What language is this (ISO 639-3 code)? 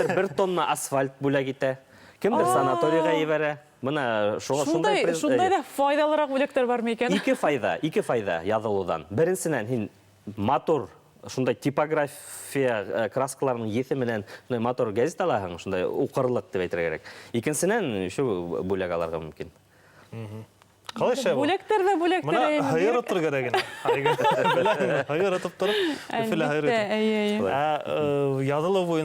bak